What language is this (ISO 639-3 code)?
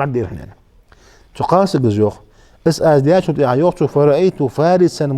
inh